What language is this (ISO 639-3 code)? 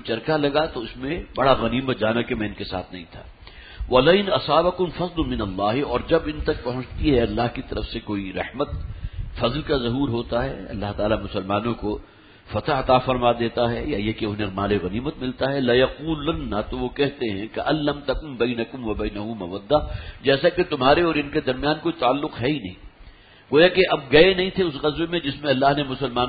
urd